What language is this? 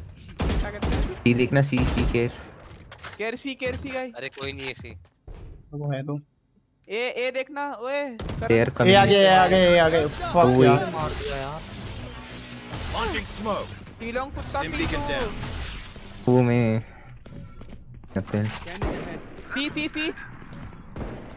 Hindi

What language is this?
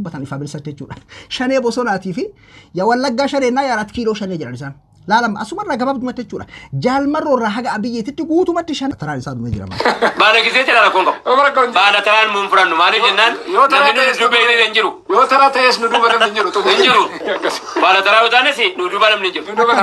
Oromo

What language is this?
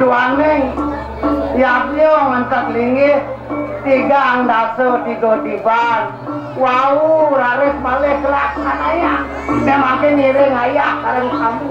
Balinese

